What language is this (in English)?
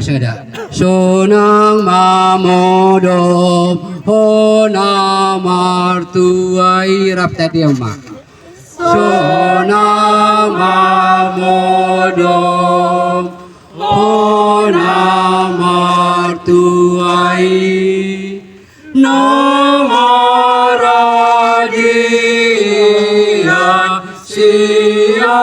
Batak Toba